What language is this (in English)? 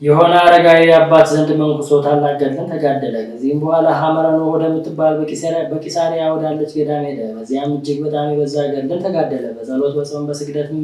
Amharic